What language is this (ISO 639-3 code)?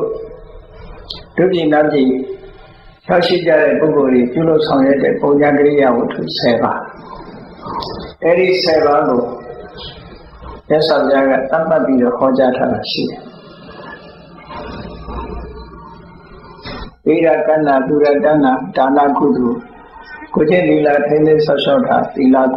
mya